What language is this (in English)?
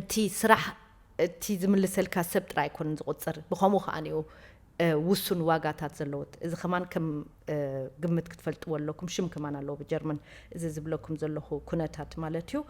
Tigrinya